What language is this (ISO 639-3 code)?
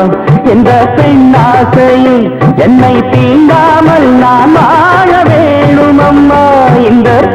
tam